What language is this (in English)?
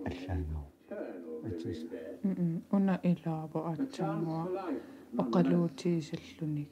Kalaallisut